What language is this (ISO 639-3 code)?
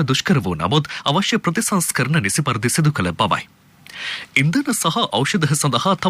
sin